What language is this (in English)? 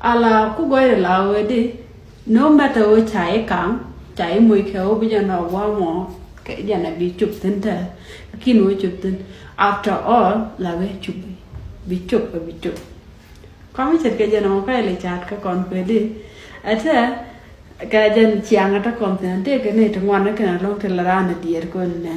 Nuer